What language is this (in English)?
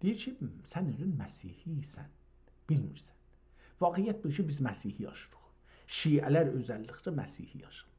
South Azerbaijani